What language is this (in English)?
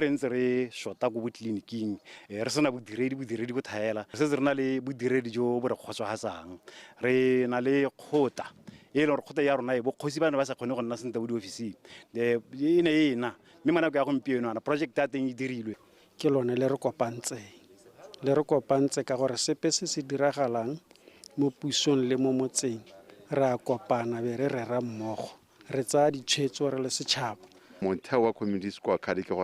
Tswana